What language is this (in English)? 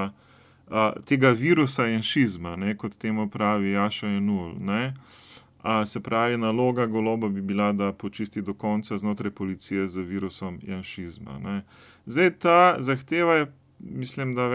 Slovenian